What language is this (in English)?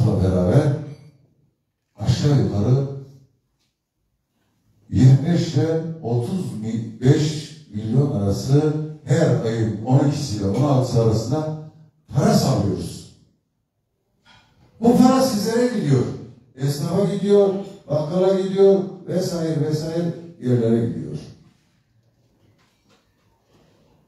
Turkish